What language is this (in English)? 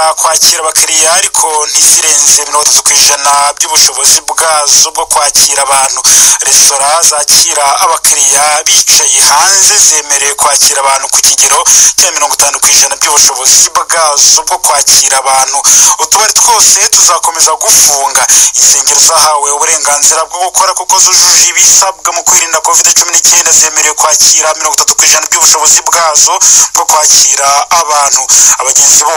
Kinyarwanda